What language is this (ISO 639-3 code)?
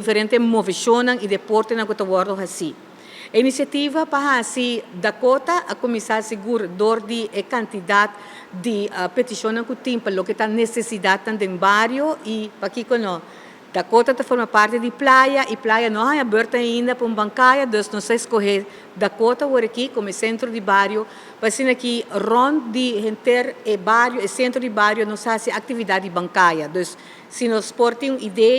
pap